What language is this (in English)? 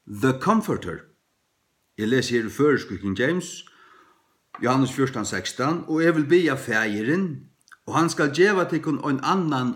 Faroese